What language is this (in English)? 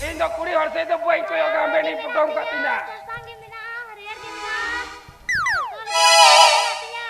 Santali